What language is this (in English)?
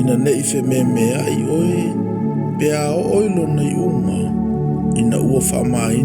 Samoan